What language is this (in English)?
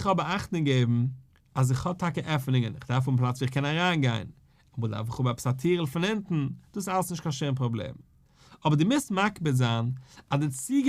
Yiddish